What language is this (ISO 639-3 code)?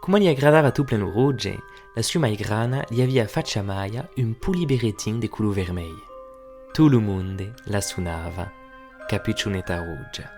oci